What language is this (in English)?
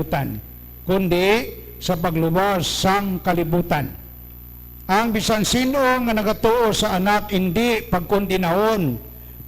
Hiligaynon